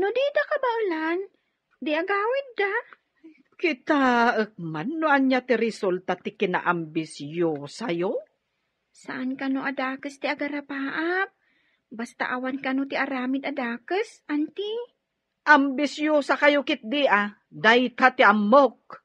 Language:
Iloko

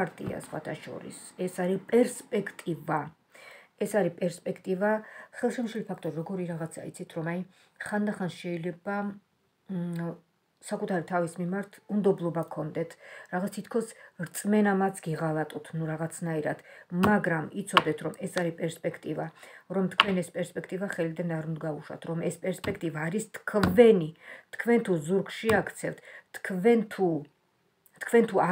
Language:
Georgian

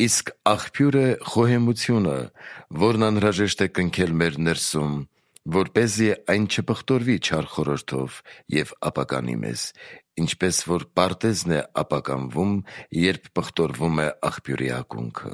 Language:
Armenian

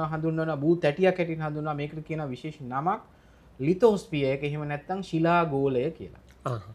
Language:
Sinhala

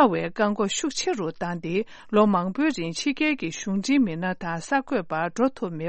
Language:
Tibetan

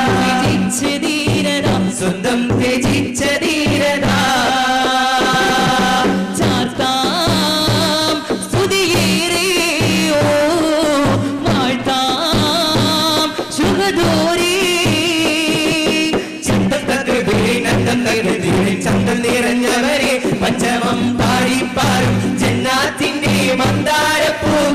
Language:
Malayalam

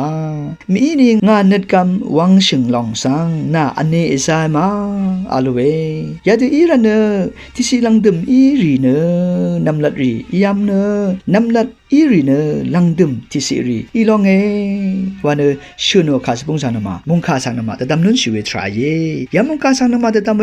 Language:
Rawang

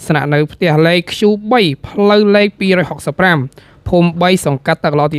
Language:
Khmer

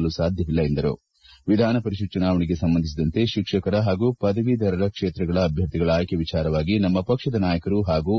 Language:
Kannada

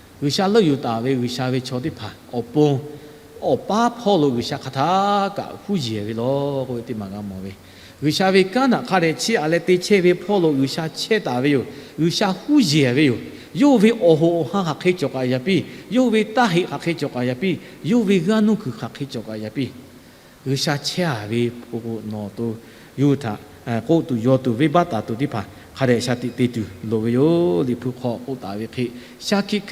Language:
Lahu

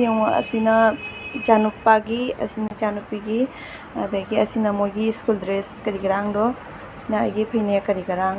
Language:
Manipuri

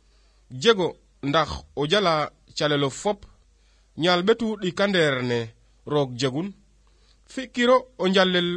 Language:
Slovenian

